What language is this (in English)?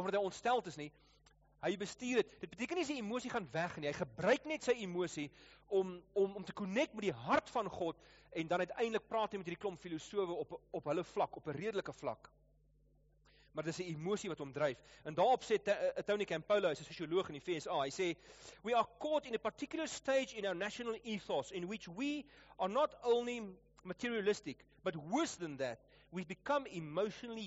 Afrikaans